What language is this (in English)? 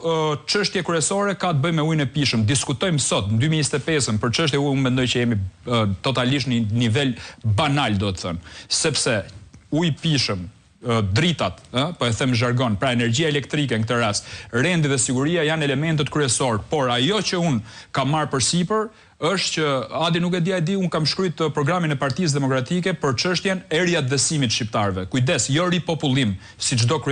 Albanian